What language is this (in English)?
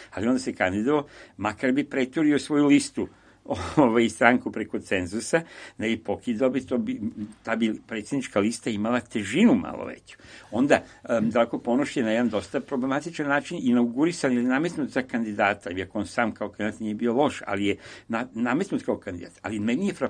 Serbian